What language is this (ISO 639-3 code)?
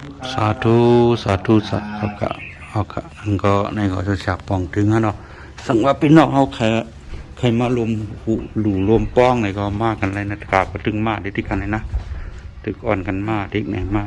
shn